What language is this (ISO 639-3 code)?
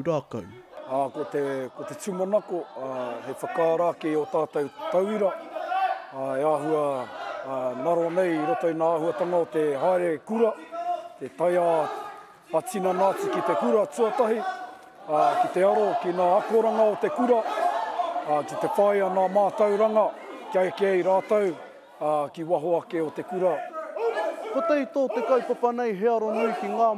mri